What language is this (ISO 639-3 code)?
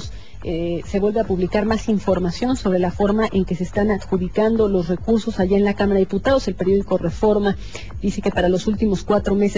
spa